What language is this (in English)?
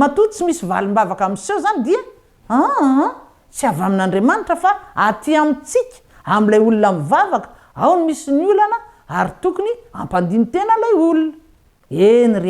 Malagasy